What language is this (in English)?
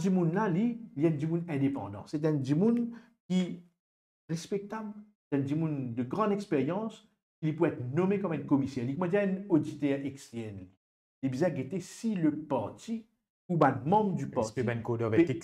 Morisyen